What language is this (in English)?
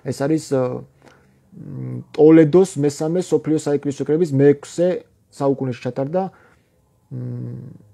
Georgian